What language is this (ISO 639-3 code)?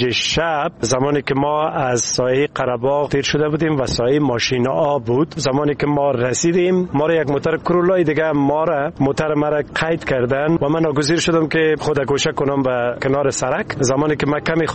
fas